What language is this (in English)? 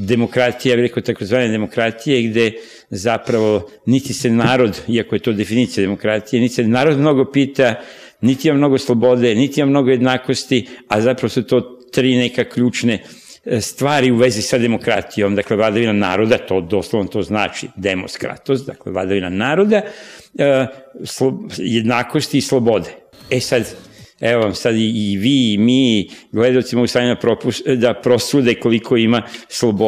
Serbian